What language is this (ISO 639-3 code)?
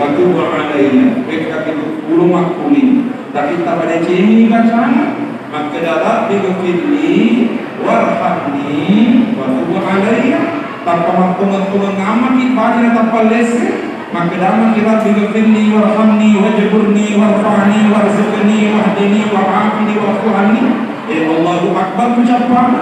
bug